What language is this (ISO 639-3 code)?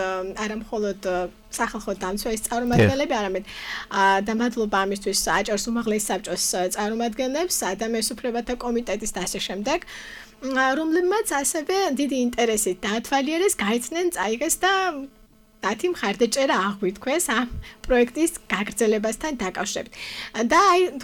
kat